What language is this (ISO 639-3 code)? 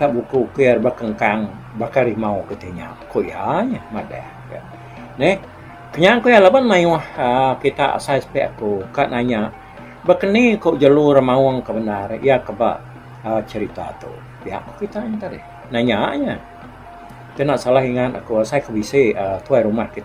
iba